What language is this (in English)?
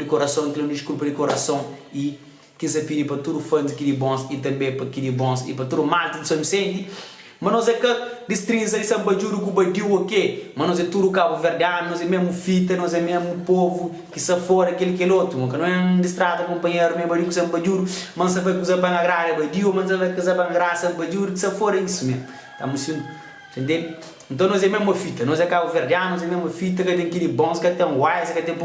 Kabuverdianu